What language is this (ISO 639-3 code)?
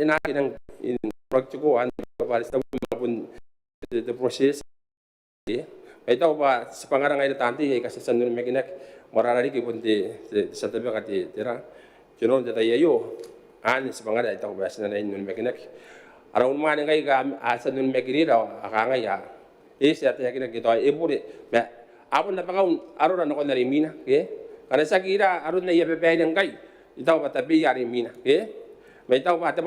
gil